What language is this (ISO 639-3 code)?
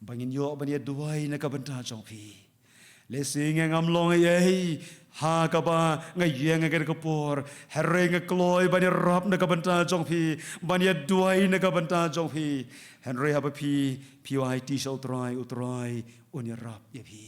kha